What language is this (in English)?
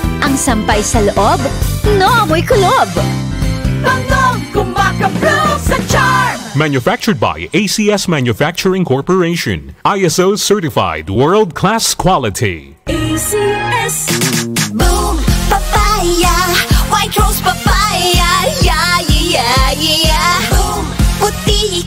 Bikol